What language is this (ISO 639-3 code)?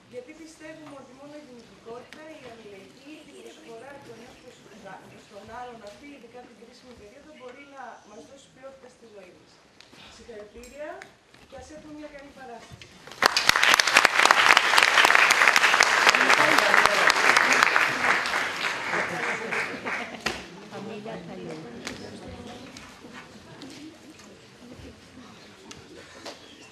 ell